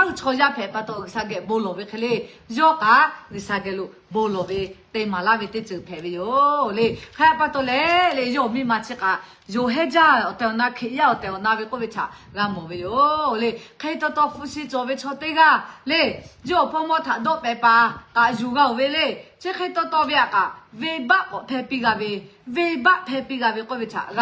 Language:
Lahu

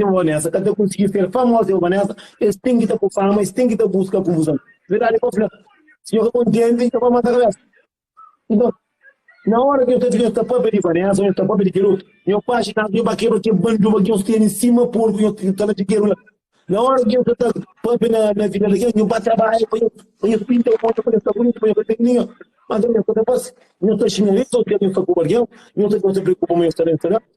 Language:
Kabuverdianu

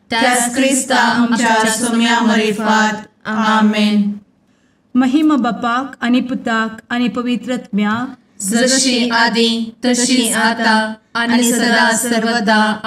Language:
Konkani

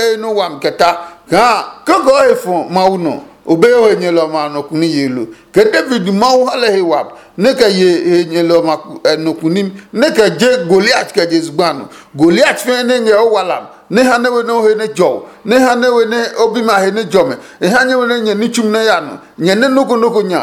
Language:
Adangme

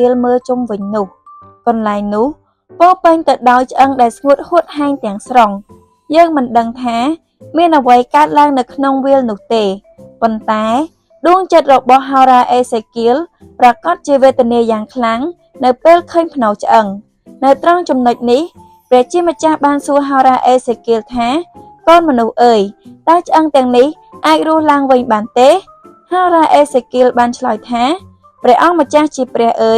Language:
Khmer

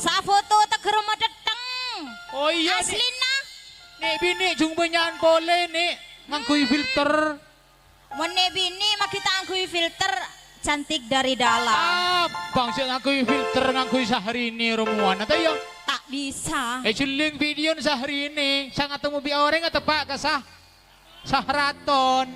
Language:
Madurese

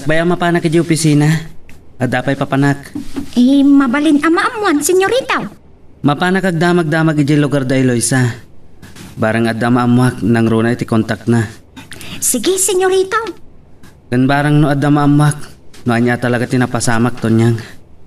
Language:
Iloko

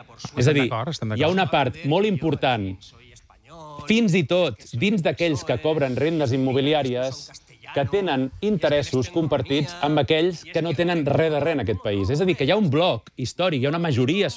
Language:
Catalan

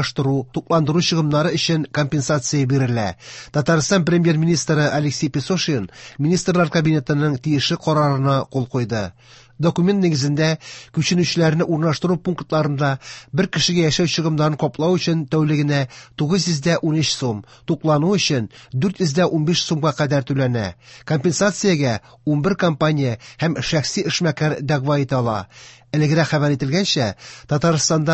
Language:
Tatar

